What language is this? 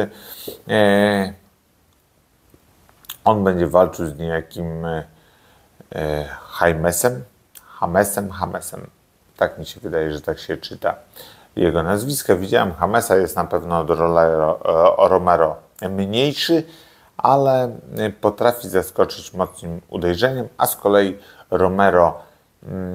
Polish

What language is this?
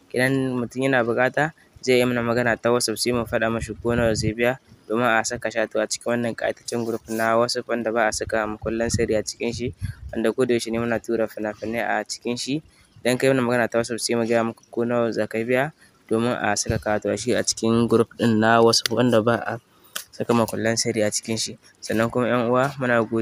Hausa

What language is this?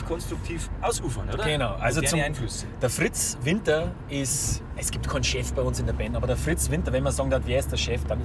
Bavarian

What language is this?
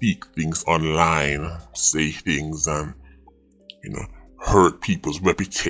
Jamaican Creole English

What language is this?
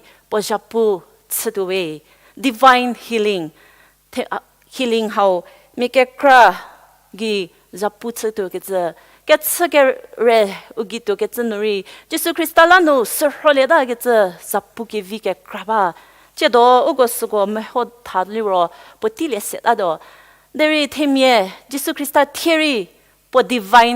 Angami Naga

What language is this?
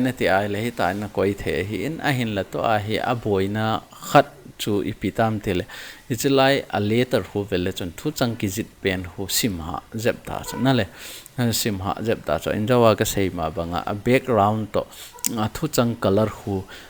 Thado Chin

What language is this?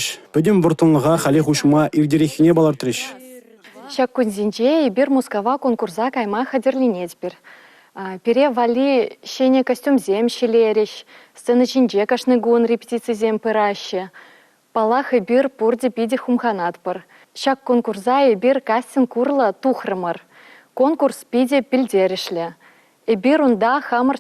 Chuvash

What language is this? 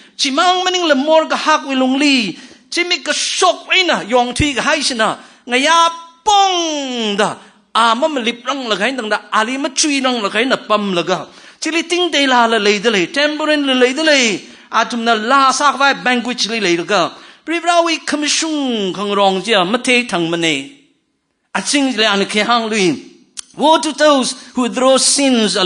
Tangkhul Naga (India)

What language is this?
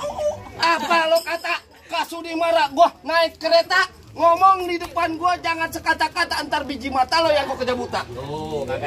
Betawi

